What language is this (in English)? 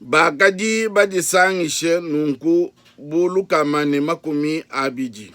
Luba-Lulua